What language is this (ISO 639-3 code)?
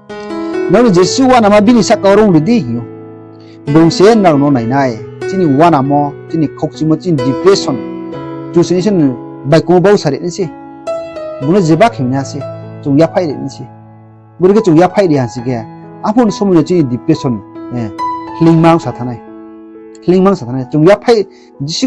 ria